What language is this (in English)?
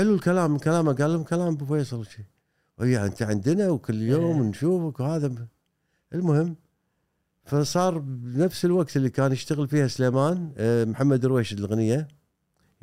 Gulf Arabic